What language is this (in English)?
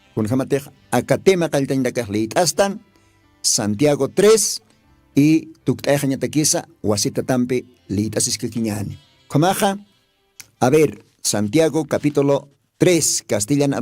Aymara